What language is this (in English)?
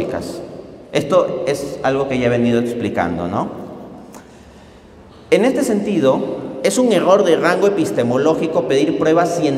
Spanish